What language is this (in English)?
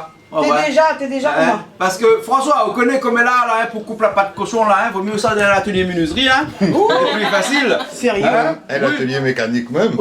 Réunion Creole French